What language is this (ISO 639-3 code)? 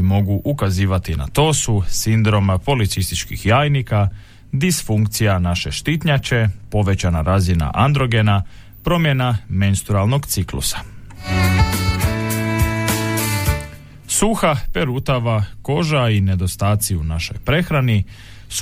hrv